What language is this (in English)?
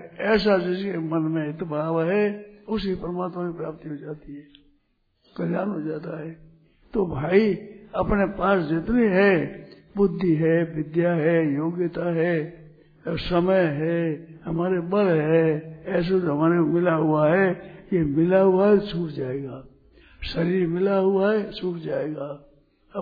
Hindi